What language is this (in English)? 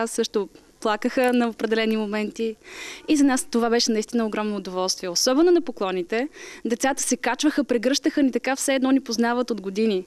Bulgarian